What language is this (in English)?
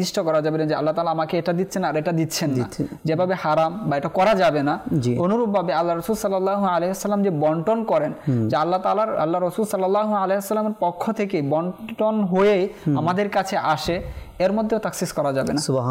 Bangla